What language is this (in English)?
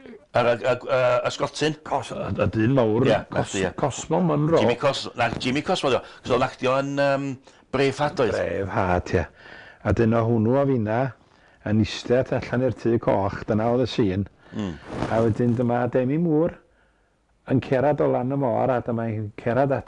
Welsh